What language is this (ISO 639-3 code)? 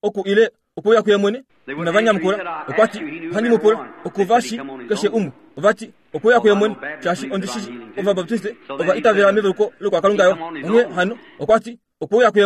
kua